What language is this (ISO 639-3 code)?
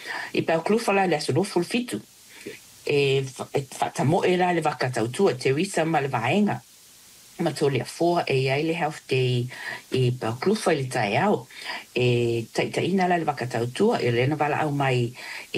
smo